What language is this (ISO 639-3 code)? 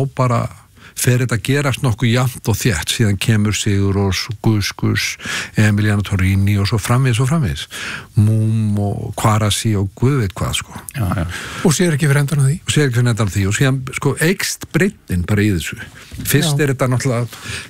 isl